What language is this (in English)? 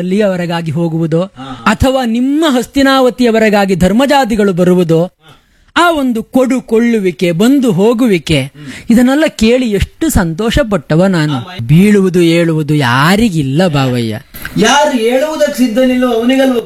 Kannada